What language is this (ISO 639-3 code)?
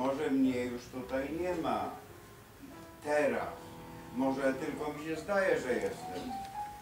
pol